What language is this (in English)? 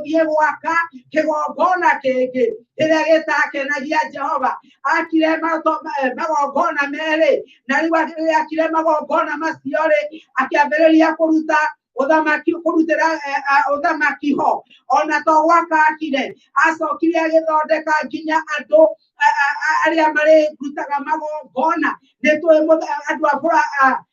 Kikuyu